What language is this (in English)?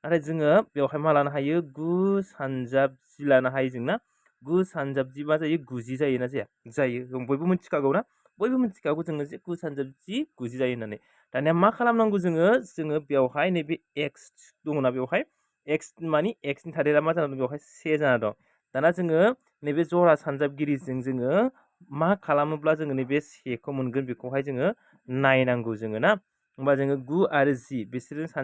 Bodo